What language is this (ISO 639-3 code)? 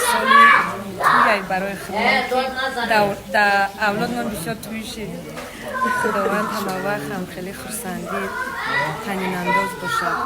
tgk